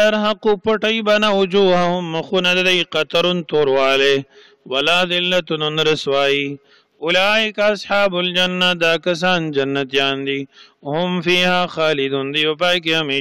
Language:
Pashto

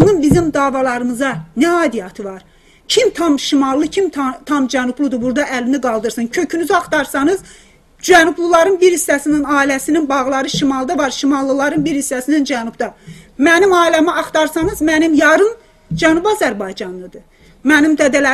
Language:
South Azerbaijani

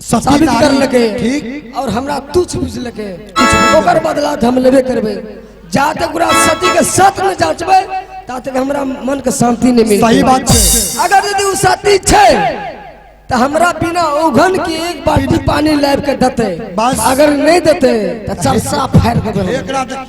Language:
Maithili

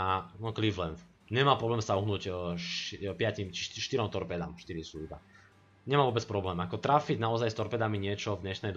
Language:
Slovak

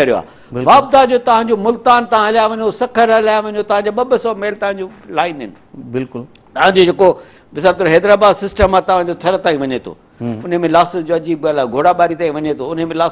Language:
Sindhi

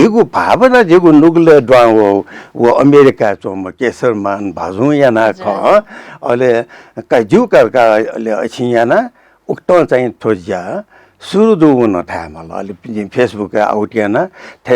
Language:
Newari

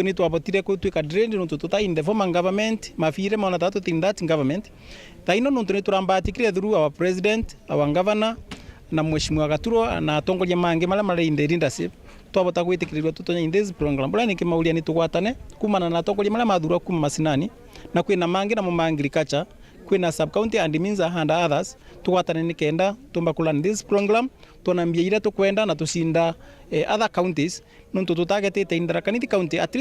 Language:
Meru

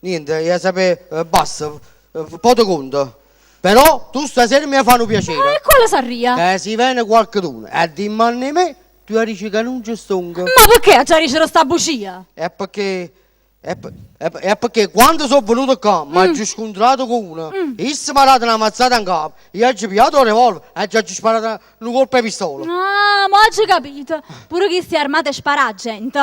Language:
Neapolitan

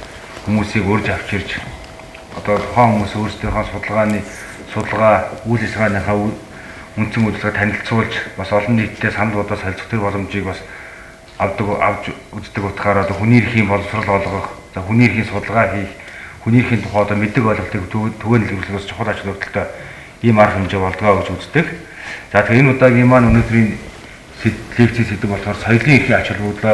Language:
Mongolian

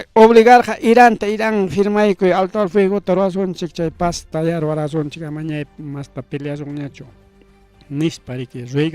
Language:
Ayacucho Quechua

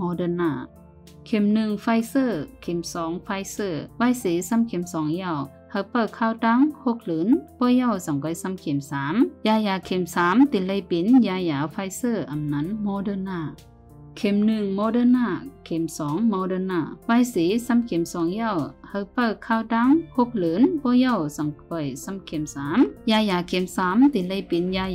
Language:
Shan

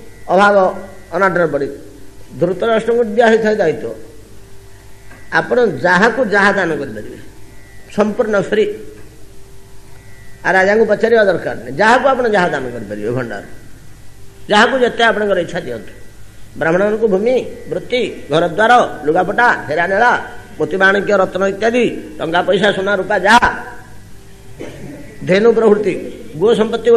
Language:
Odia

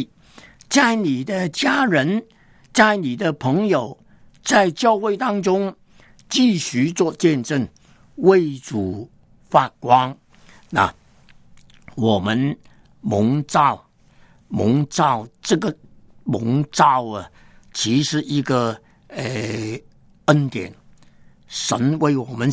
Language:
Chinese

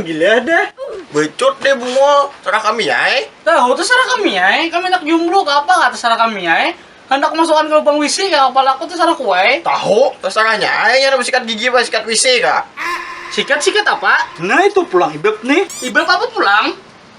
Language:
Banjar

